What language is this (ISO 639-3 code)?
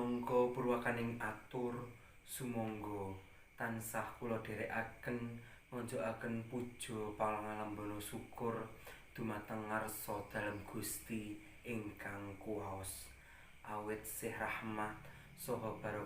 jav